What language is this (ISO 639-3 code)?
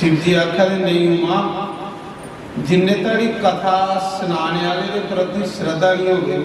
doi